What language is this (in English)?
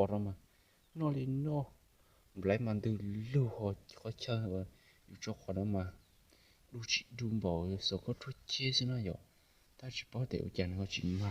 Hmong